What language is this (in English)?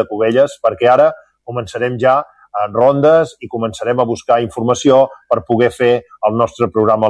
Catalan